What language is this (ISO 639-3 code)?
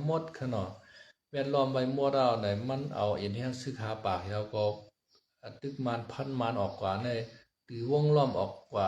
shn